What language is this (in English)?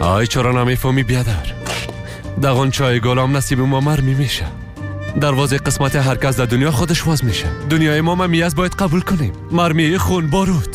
Tajik